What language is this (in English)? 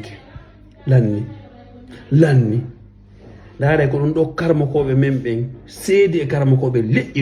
Fula